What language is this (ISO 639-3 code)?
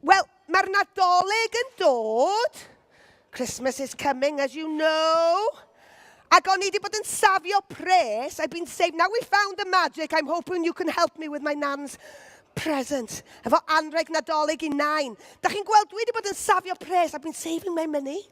cym